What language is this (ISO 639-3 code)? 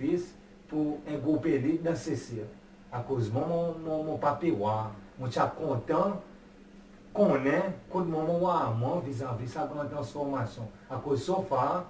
crs